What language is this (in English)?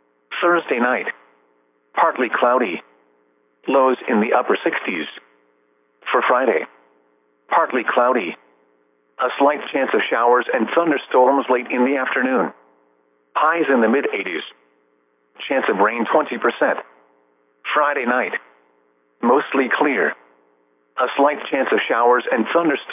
English